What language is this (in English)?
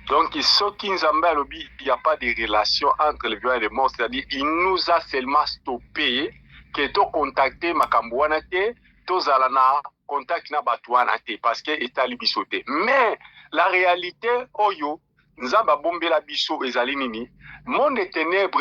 Lingala